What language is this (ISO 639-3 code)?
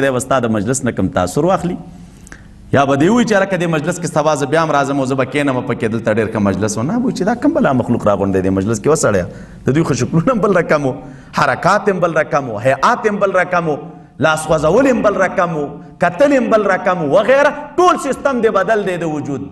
pus